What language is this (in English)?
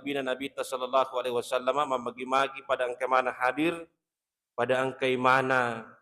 Buginese